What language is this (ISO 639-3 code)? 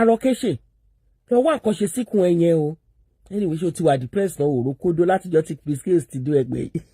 yor